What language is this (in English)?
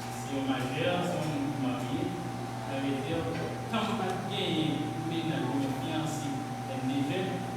Haitian Creole